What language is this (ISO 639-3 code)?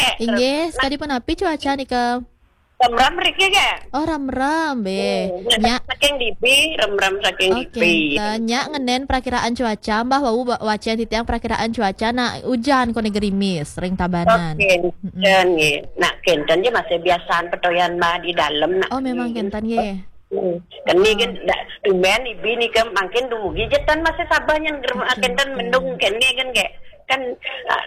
ban